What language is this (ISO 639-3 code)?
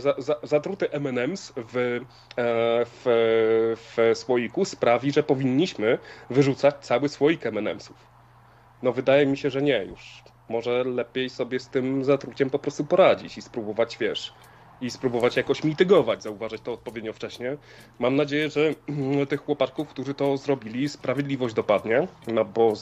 pol